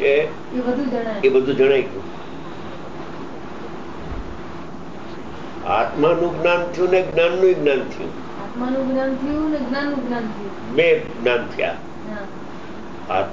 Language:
Gujarati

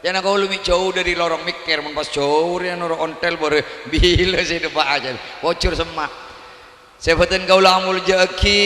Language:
Madurese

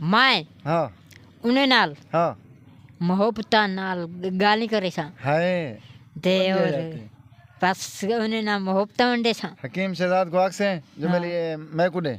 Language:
Saraiki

